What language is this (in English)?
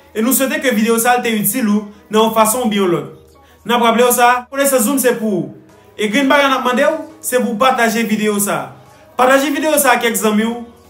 Haitian Creole